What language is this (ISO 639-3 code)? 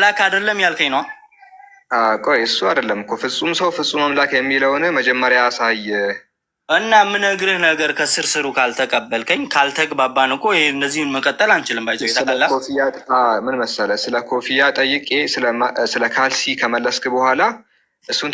amh